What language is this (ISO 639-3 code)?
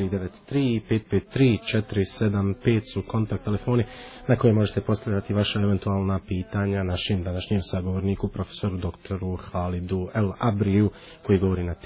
bos